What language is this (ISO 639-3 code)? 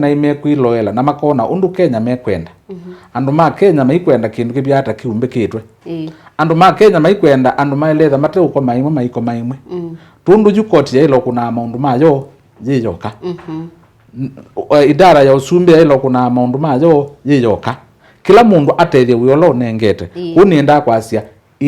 kam